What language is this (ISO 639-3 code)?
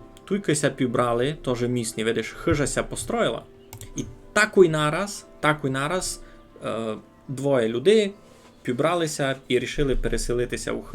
rue